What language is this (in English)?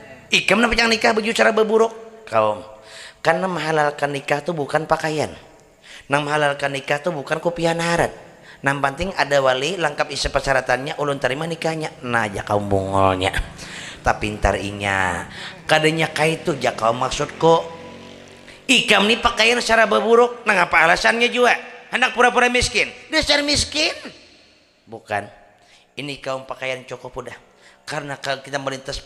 Banjar